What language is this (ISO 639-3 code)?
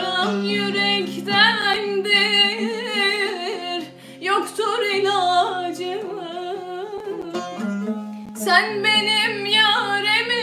tur